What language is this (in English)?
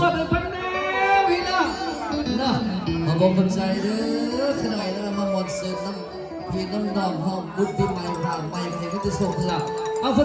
Lao